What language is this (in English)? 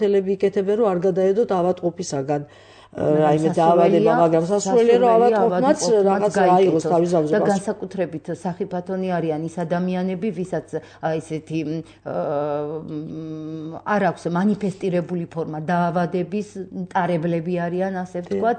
Georgian